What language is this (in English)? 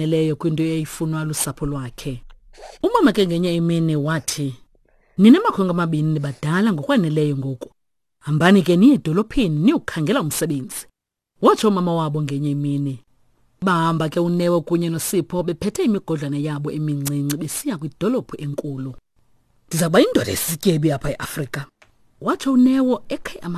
Xhosa